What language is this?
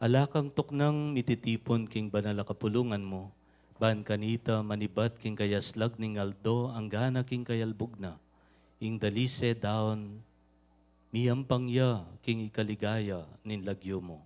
Pampanga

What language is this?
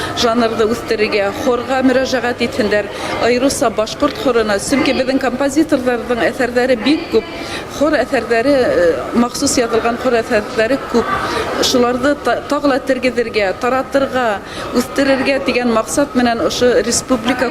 Bashkir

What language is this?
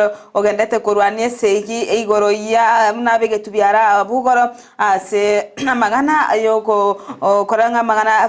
Gusii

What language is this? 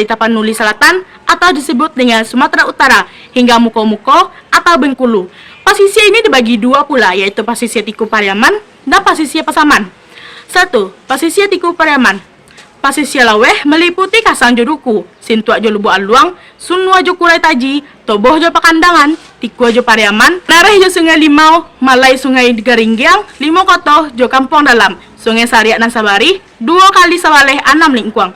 Minangkabau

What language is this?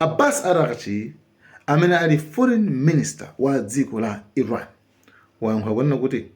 Nyanja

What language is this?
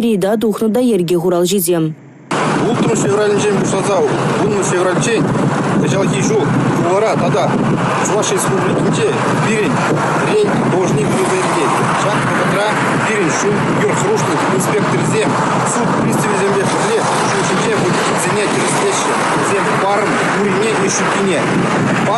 Chuvash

